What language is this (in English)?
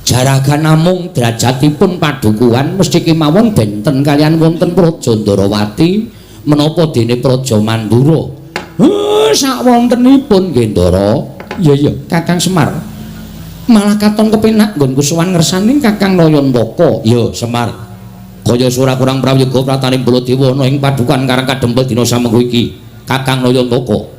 Javanese